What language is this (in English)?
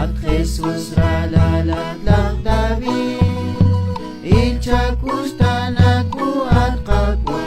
Kekchí